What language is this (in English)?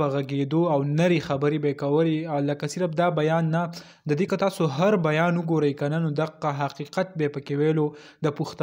Pashto